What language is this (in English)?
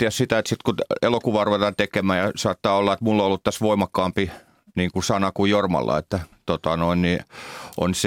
Finnish